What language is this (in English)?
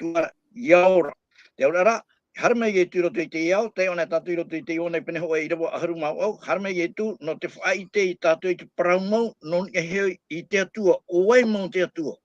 Tahitian